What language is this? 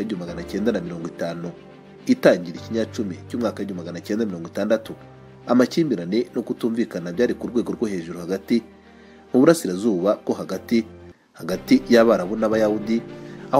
Kinyarwanda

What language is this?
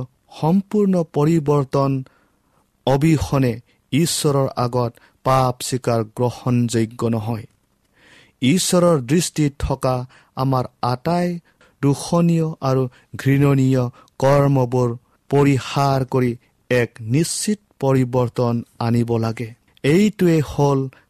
Assamese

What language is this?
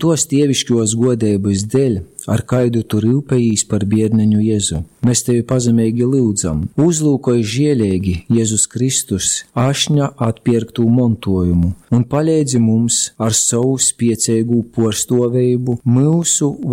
Latgalian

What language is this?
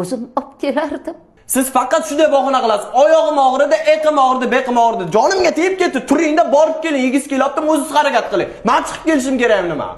Uzbek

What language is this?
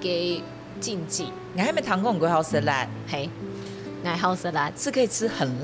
Hakka Chinese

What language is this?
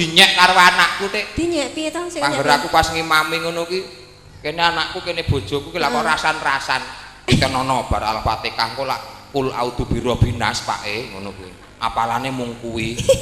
Javanese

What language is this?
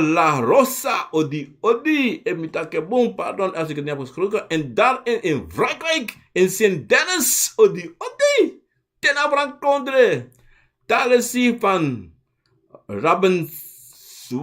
Sranan Tongo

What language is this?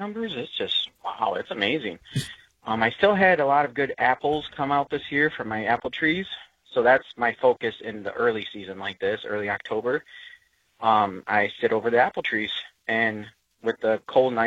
English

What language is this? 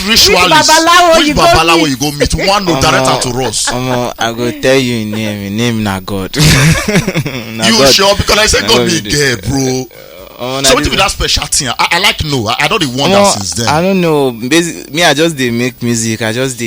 Nigerian Pidgin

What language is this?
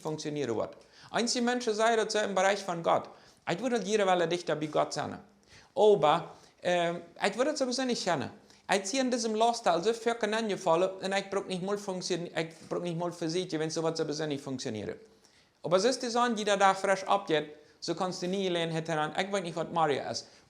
Plautdietsch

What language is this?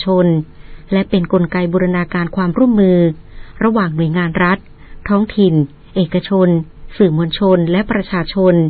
Thai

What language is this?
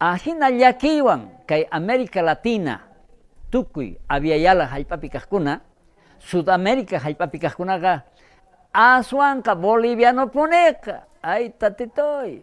South Bolivian Quechua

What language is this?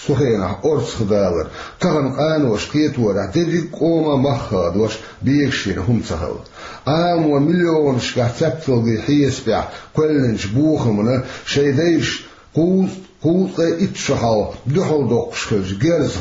Chechen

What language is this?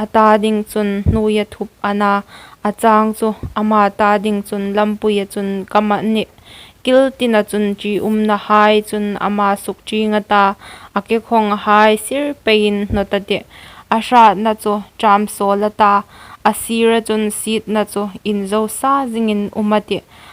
Hmar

